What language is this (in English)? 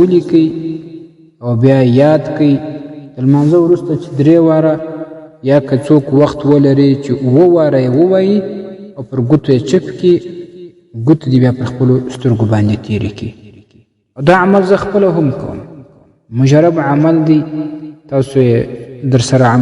Pashto